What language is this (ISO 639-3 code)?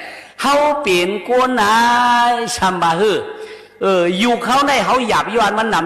shn